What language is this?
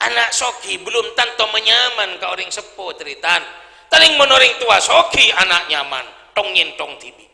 Madurese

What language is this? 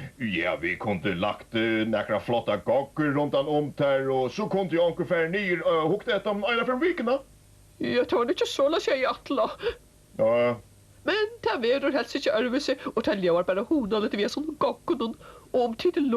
Faroese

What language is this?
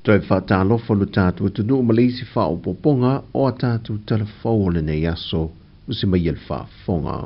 Samoan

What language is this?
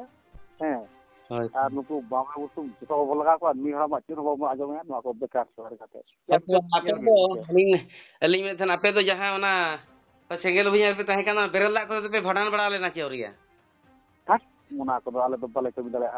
Santali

